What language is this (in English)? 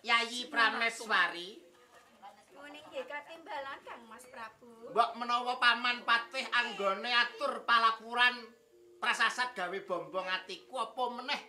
Javanese